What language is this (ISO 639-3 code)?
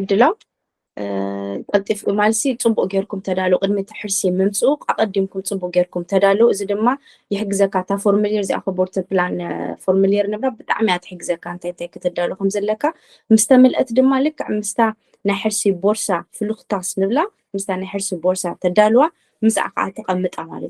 tir